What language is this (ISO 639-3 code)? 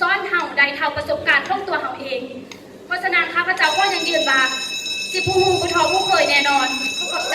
lao